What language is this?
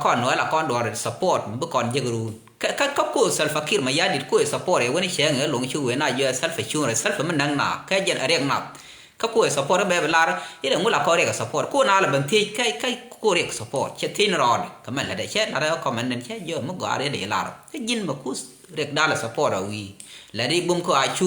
Nuer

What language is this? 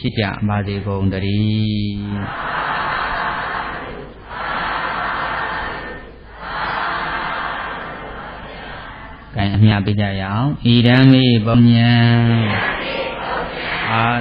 Burmese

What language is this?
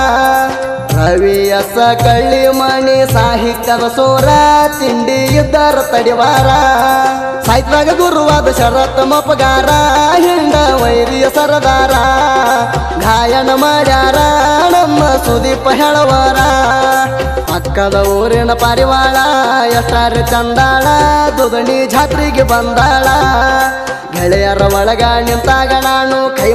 Kannada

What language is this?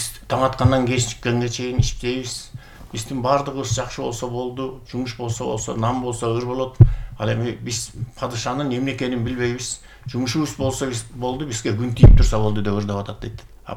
Kyrgyz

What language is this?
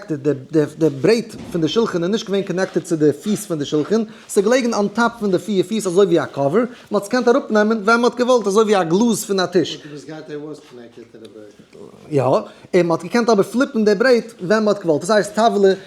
Yiddish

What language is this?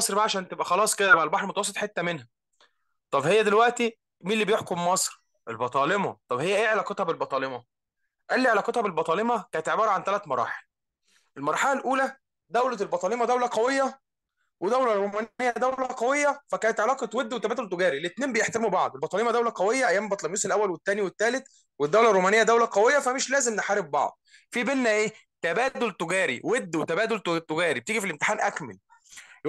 Egyptian Arabic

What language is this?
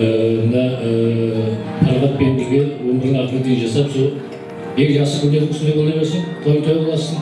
Kara-Kalpak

